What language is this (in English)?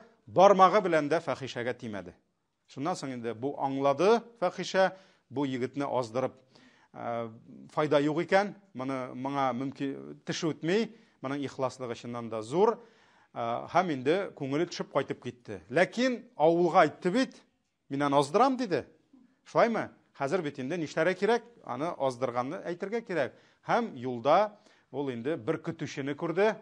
Tatar